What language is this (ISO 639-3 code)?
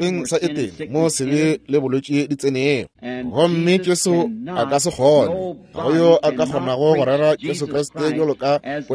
nso